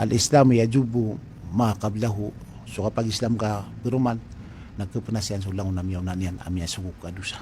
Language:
Maranao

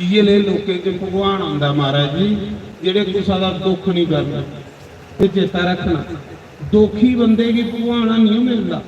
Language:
Dogri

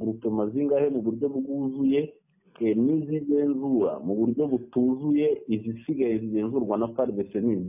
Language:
Kinyarwanda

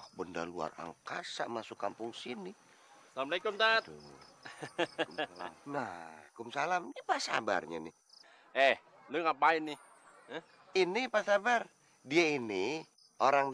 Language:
Betawi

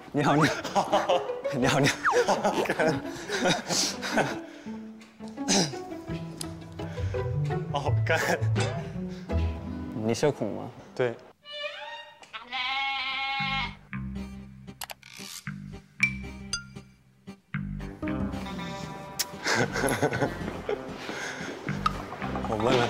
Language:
Chinese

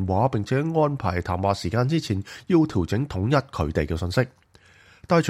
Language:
Cantonese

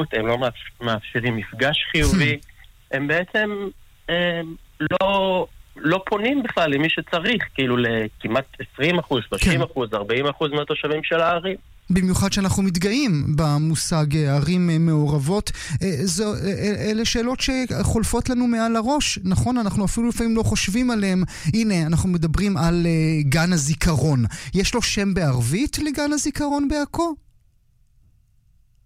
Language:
Hebrew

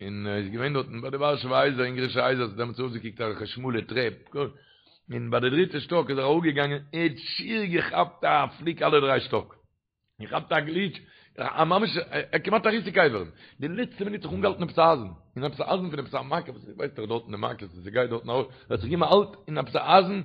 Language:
Yiddish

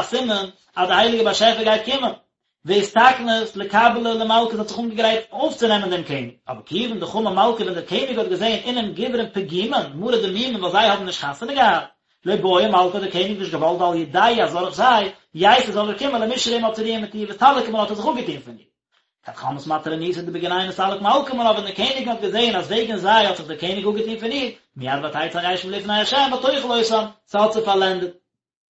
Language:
Yiddish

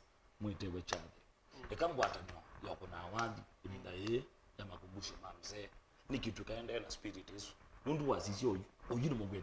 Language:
Kamba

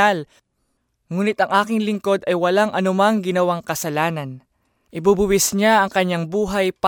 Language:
Filipino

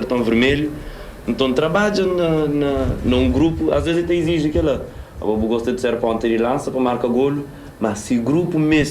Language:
Kabuverdianu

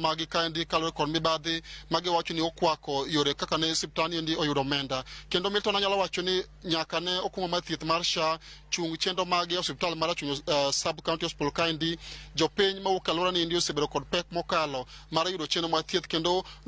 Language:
Luo (Kenya and Tanzania)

